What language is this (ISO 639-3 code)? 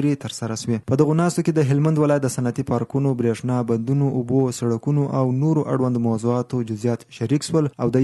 pus